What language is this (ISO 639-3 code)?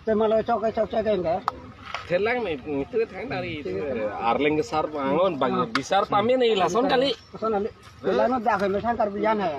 mjw